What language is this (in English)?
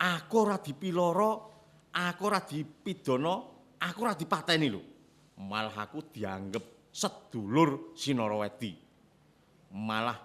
Javanese